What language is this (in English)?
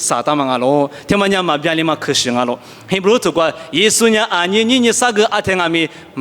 Lisu